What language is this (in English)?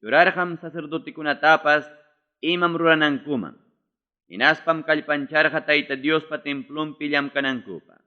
Ayacucho Quechua